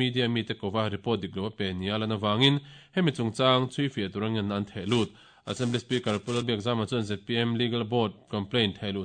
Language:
Mizo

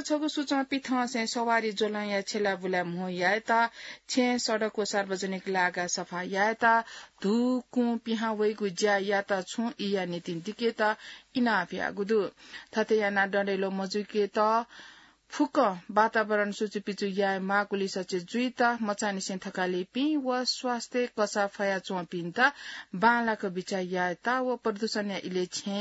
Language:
Newari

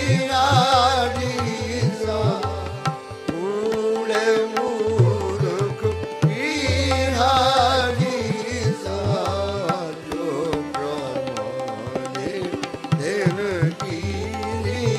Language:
Punjabi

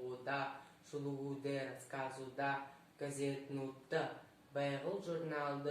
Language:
Buriat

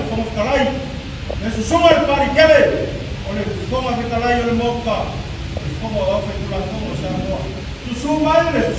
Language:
Samoan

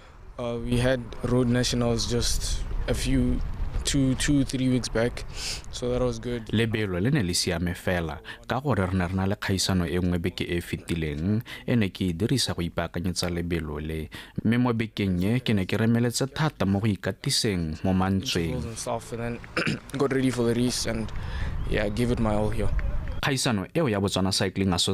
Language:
Tswana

